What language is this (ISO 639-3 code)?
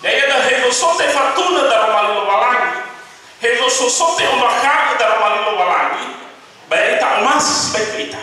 nia